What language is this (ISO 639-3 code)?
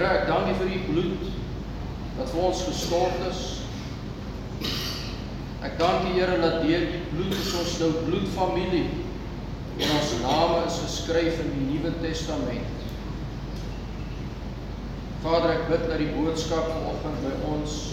afr